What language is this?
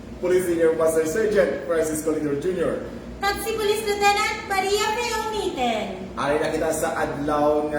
Hiligaynon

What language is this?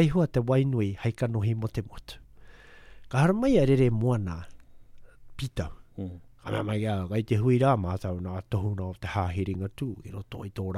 Māori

